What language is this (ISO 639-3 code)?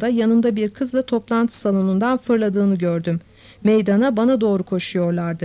tur